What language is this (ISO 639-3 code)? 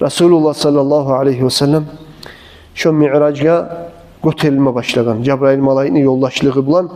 kum